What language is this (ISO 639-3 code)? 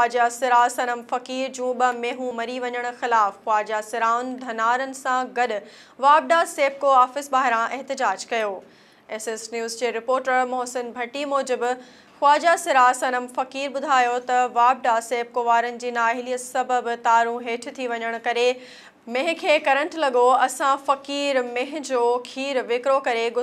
snd